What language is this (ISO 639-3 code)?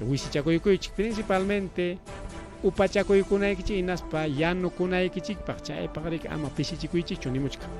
quy